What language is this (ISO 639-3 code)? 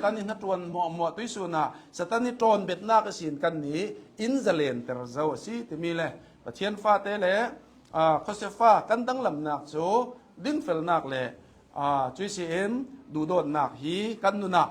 cnh